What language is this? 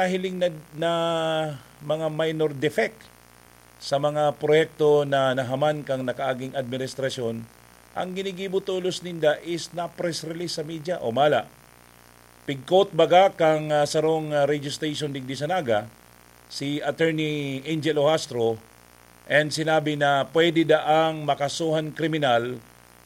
Bikol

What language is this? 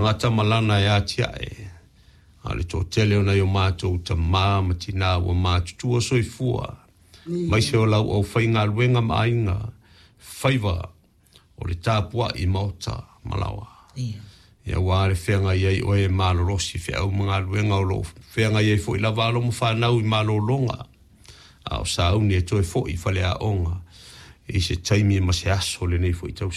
Samoan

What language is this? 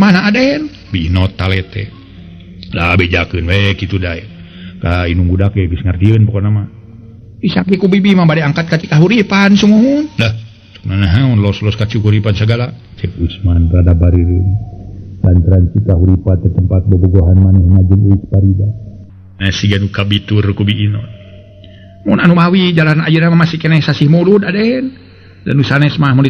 Sundanese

